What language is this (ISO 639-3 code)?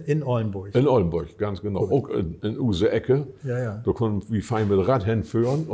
nds